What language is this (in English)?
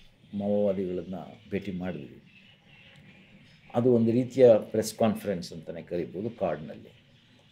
Kannada